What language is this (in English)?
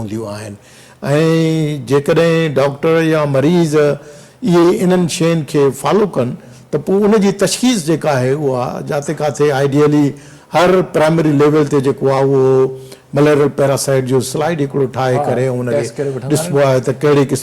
Sindhi